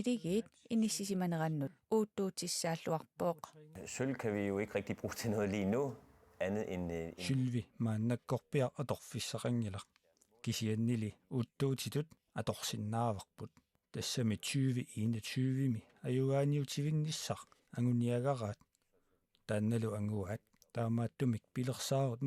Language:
Kalaallisut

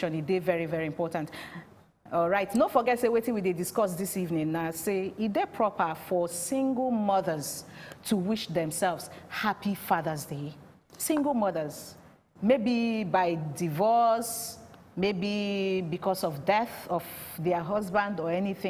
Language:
Nigerian Pidgin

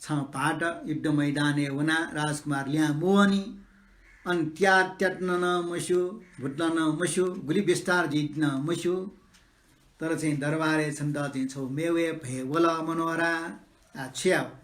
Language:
Newari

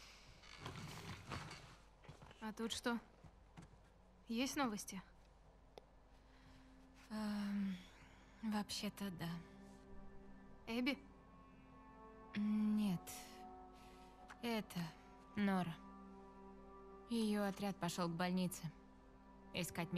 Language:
Russian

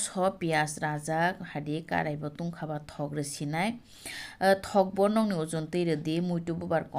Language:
Kok Borok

